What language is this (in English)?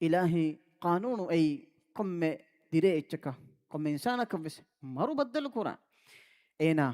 Divehi